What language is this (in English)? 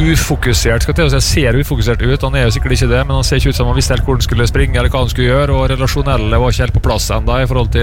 Norwegian